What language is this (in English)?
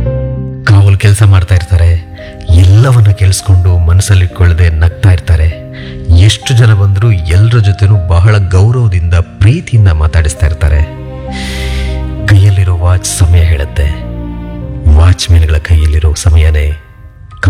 Kannada